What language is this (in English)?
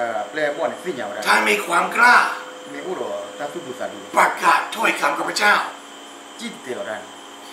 Thai